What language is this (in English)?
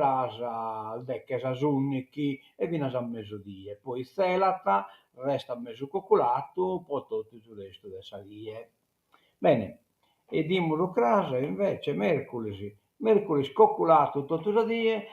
Sardinian